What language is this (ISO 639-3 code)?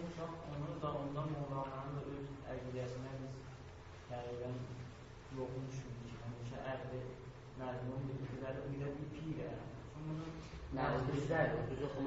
azb